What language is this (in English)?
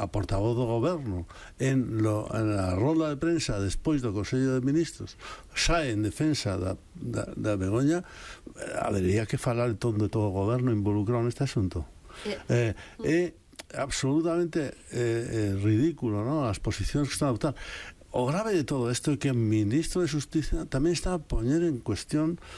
Galician